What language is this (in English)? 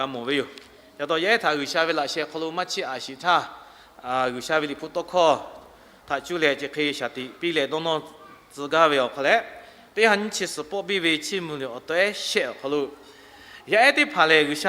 Lahu